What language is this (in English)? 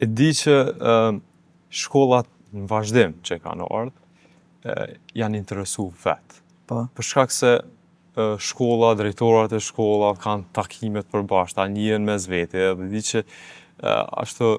Albanian